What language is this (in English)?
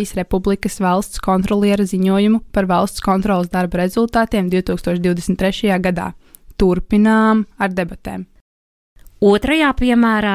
Latvian